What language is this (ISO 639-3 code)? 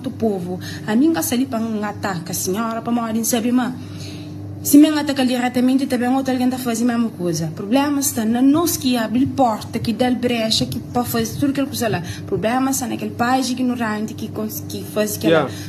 kea